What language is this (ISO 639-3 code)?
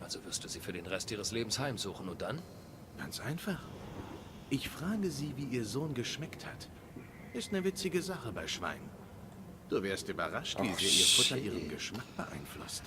gsw